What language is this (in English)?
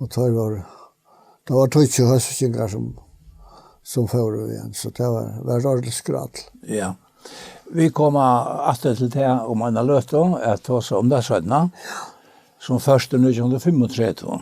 Faroese